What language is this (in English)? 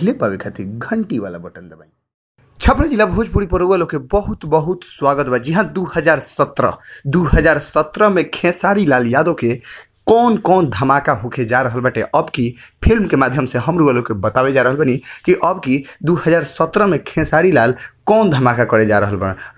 Bhojpuri